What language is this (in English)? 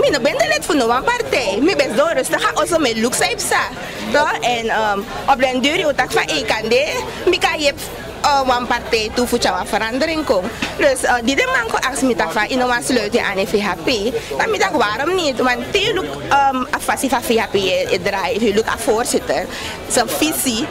Sranan Tongo